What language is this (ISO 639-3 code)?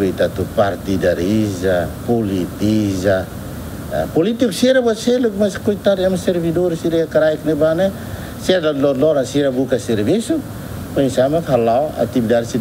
tet